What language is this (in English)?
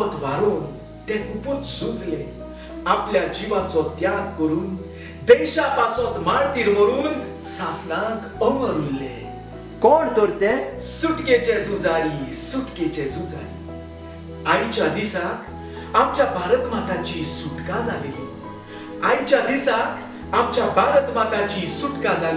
Konkani